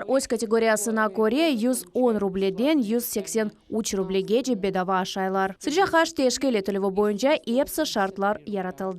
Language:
Crimean Tatar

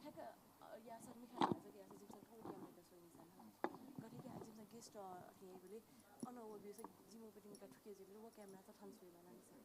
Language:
Newari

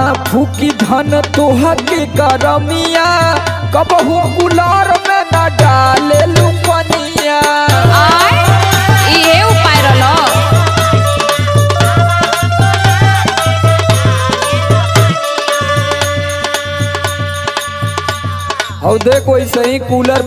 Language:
Bhojpuri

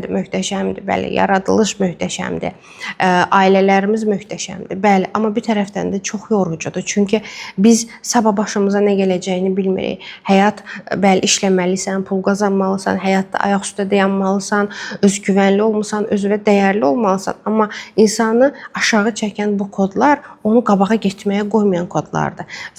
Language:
Azerbaijani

